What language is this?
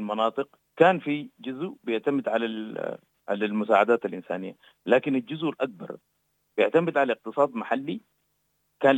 Sudanese Arabic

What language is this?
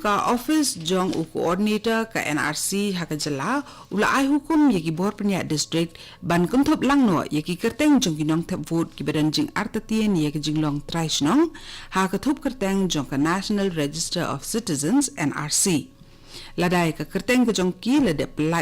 Khasi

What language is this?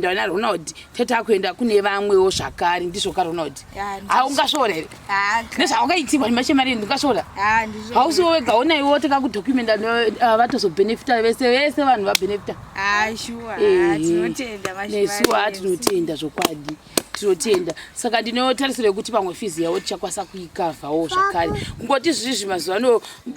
Shona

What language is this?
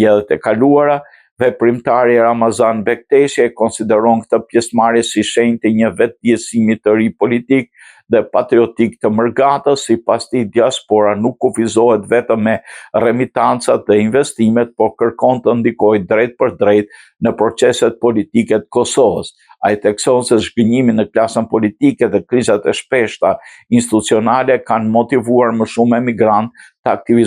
Albanian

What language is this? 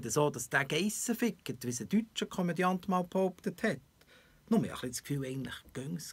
Swiss German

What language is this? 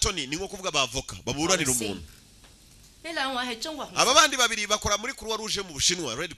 Kinyarwanda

